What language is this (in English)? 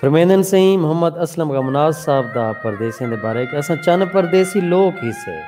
Saraiki